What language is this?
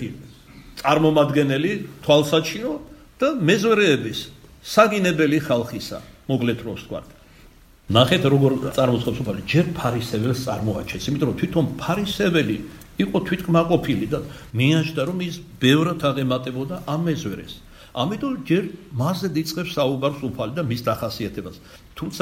Georgian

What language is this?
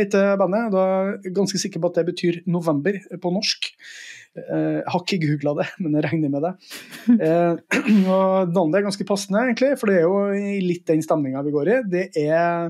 Norwegian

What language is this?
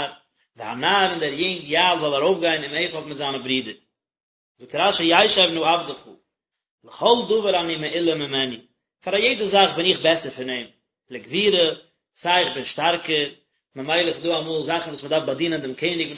Yiddish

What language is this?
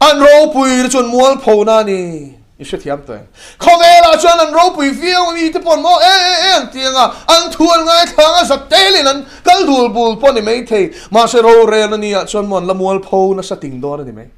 Mizo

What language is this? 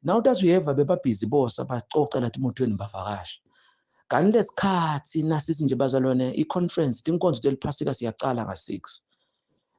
Zulu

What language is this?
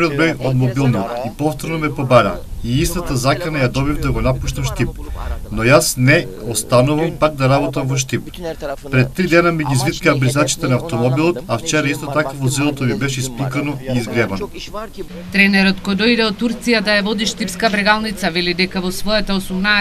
Macedonian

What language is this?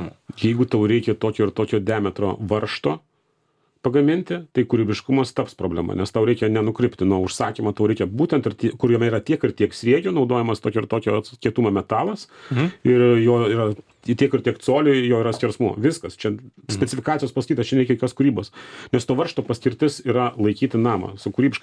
Lithuanian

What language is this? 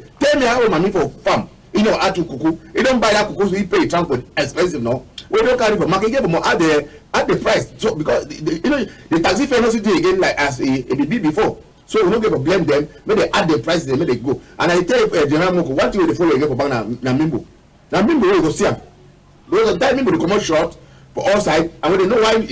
Cameroon Pidgin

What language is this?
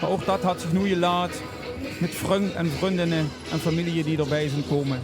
Limburgish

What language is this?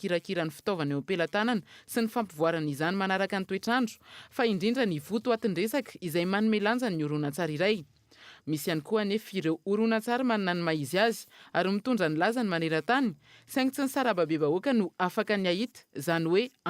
Malagasy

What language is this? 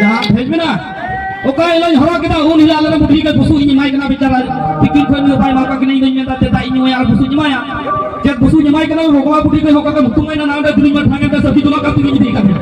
Santali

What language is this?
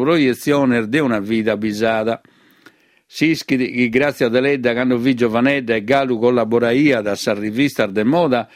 Sardinian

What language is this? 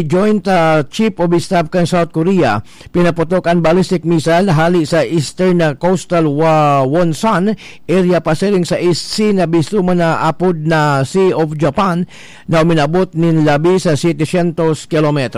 Bikol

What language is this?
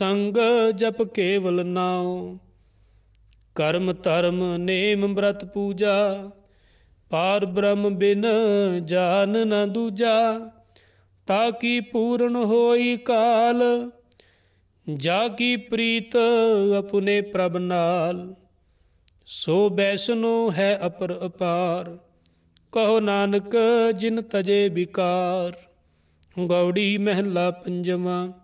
Punjabi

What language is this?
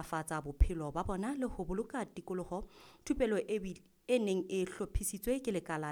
Southern Sotho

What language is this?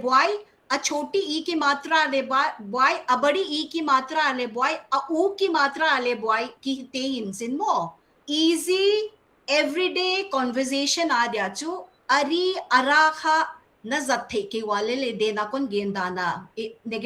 Paite Chin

